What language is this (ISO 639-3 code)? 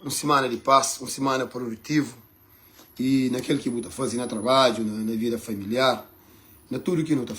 kea